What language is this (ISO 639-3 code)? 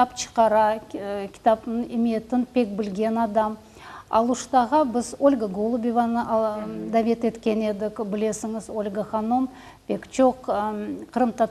crh